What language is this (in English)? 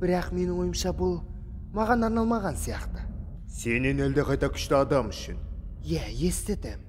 Kazakh